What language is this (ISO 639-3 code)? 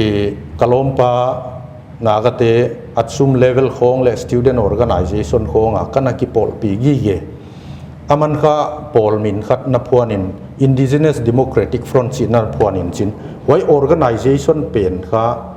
pck